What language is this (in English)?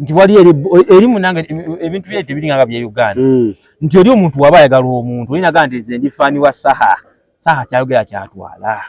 Ganda